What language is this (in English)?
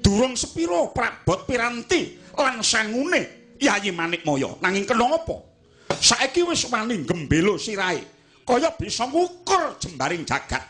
Javanese